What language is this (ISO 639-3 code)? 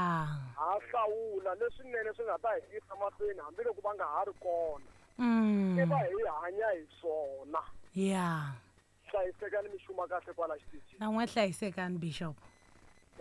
tso